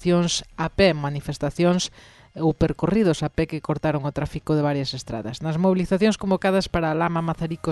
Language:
Galician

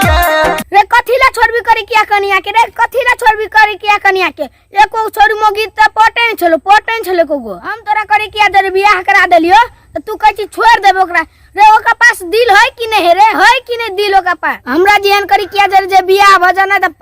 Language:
Maithili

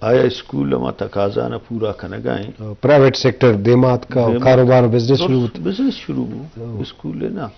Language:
Eastern Balochi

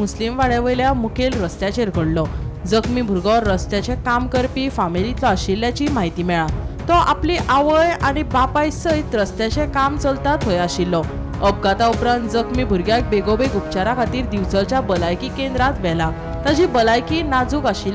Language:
Konkani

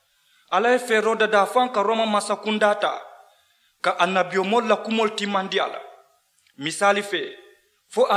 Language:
Mandingo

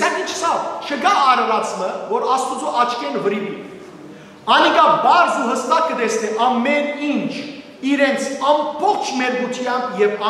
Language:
Western Armenian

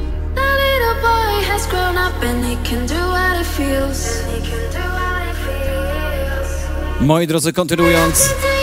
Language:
Polish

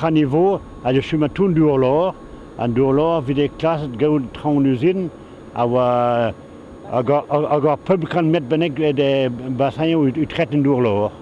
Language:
Breton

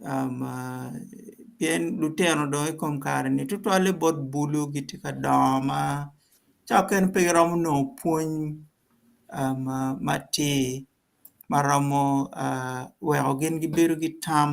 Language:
Acoli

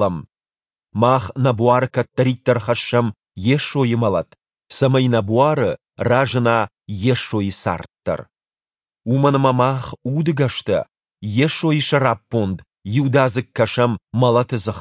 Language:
Ossetic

